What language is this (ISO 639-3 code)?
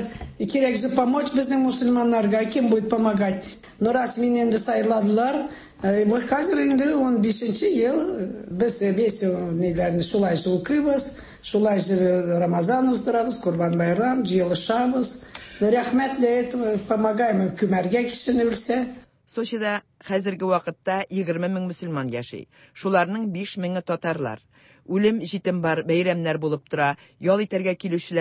tat